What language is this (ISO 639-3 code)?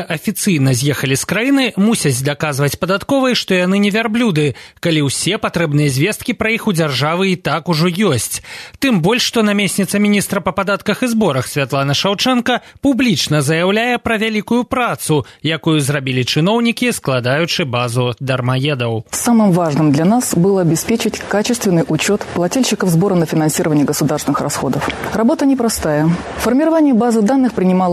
bel